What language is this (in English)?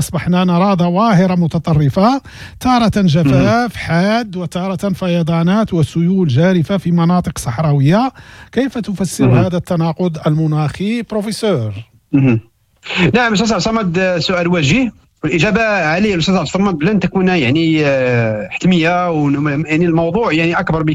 Moroccan Arabic